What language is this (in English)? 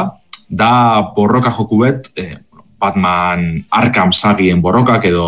Basque